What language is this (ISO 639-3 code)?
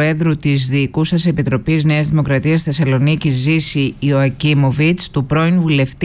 ell